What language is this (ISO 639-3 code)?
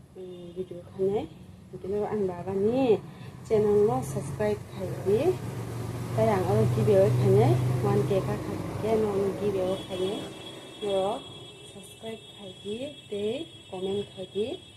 trp